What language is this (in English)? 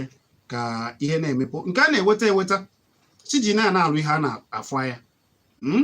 Igbo